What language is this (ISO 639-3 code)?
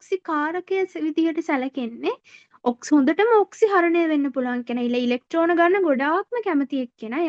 sin